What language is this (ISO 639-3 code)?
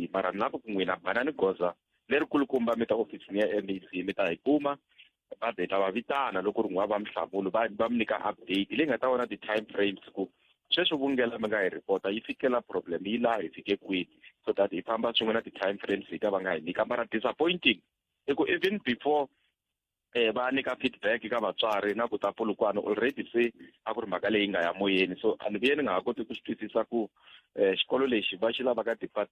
tso